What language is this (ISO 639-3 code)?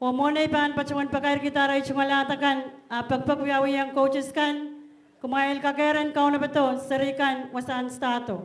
pon